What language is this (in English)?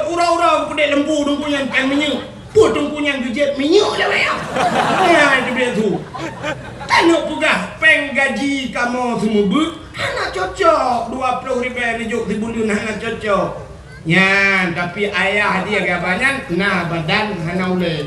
Achinese